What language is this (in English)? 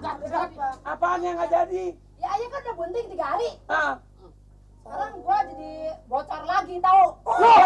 Betawi